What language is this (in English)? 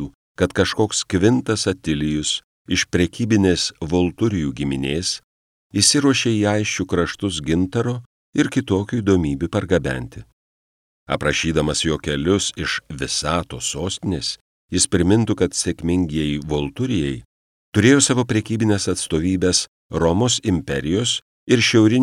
Lithuanian